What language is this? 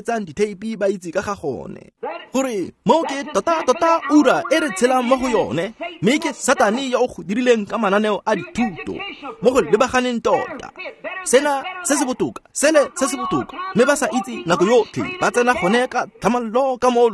Tswana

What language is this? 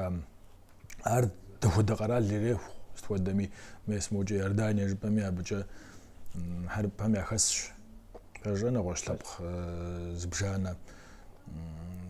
Kabardian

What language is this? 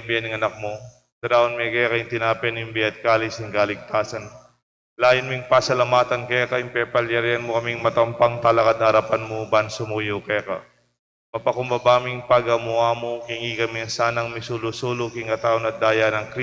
Pampanga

